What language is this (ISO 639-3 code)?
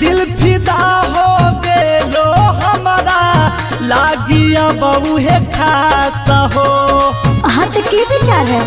mag